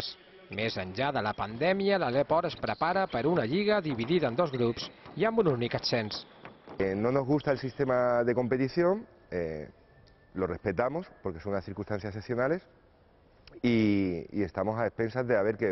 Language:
Catalan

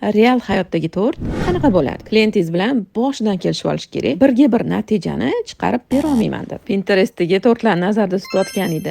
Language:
Uzbek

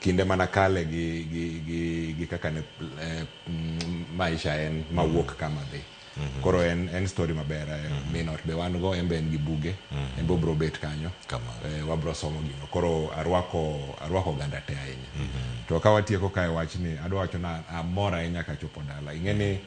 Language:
Luo (Kenya and Tanzania)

